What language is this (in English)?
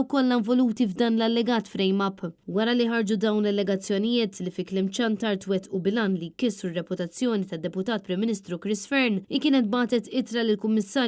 Maltese